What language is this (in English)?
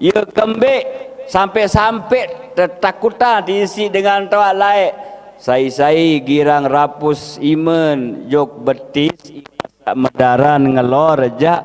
Sasak